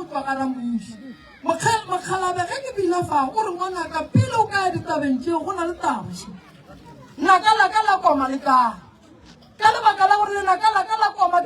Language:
Northern Sotho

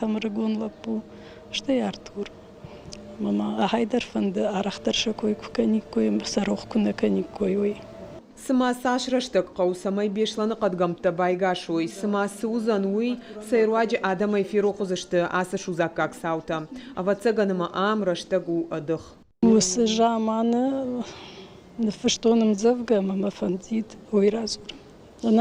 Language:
Ossetic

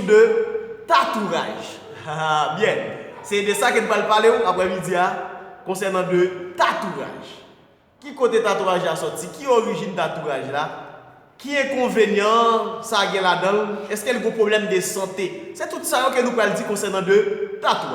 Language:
Haitian Creole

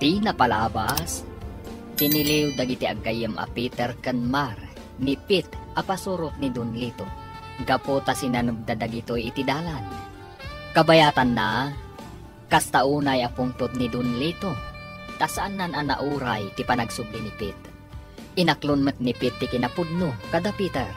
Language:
Iloko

